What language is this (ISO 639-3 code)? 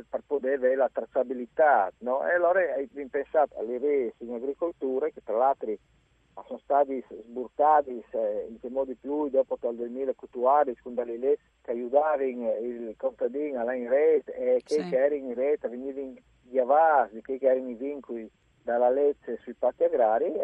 fur